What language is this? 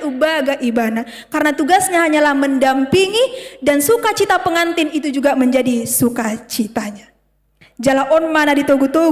Batak Toba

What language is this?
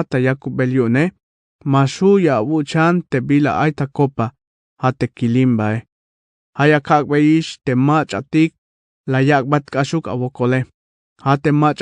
Tzeltal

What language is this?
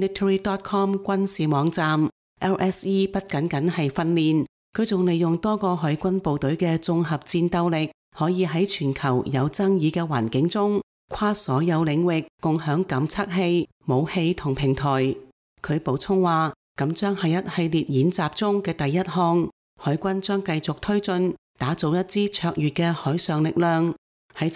Cantonese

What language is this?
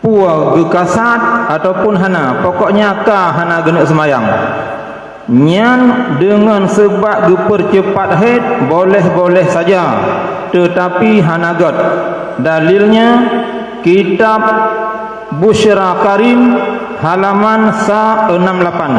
Achinese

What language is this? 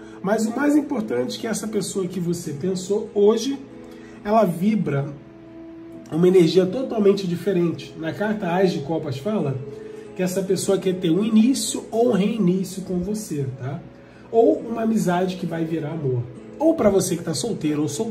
Portuguese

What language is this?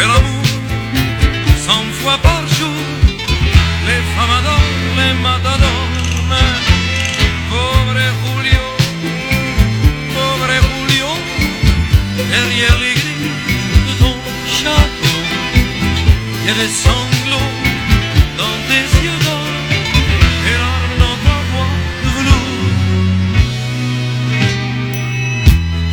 French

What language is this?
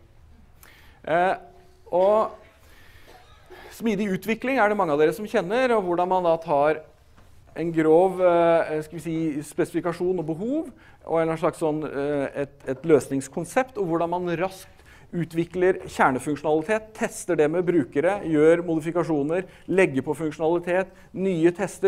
Norwegian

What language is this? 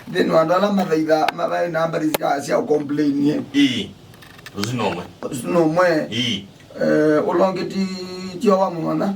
Kamba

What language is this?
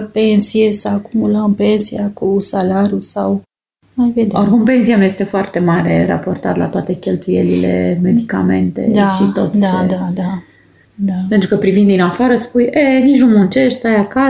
Romanian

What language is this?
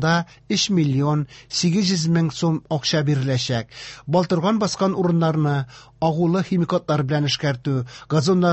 Tatar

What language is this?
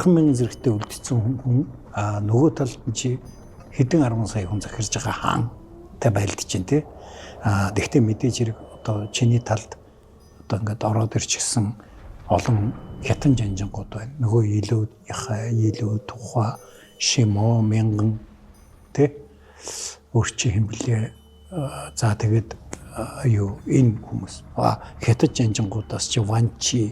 Mongolian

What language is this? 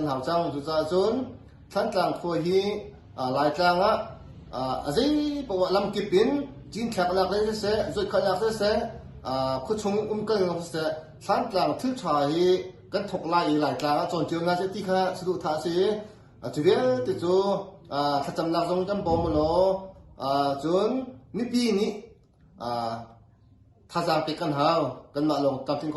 Hakha Chin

